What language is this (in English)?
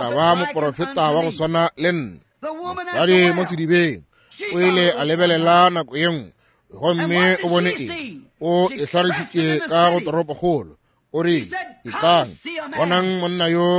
Northern Sotho